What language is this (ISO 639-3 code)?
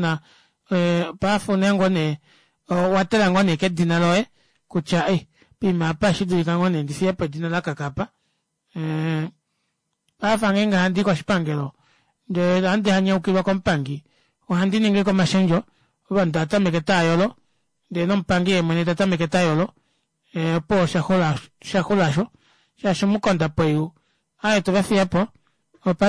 kua